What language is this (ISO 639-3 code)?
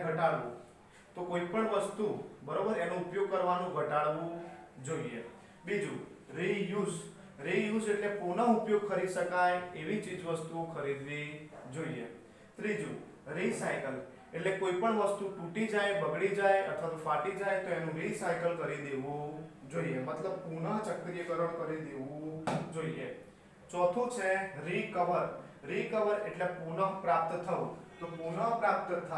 guj